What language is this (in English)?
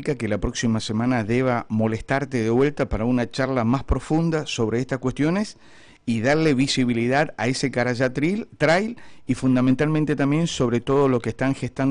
Spanish